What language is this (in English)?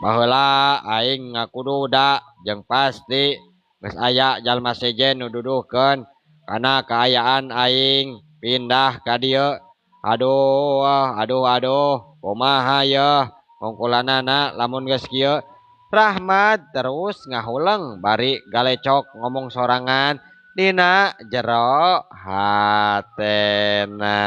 Sundanese